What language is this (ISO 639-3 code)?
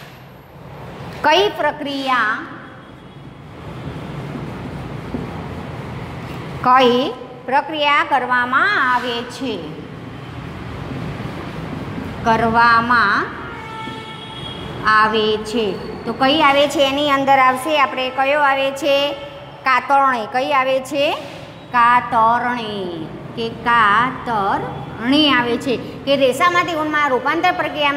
guj